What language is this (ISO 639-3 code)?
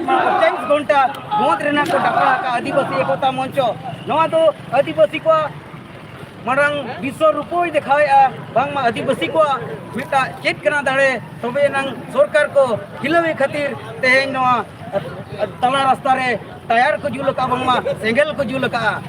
sat